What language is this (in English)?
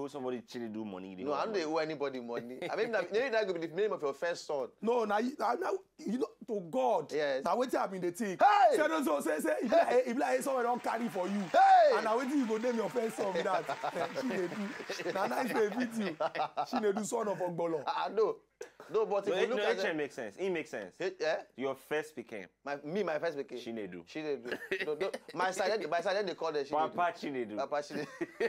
Nigerian Pidgin